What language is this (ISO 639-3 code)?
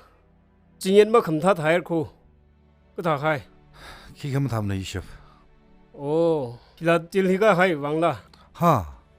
nmf